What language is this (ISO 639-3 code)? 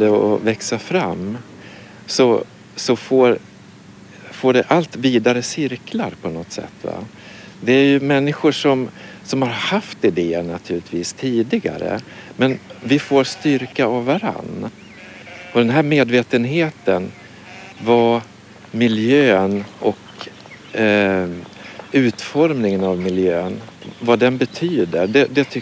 swe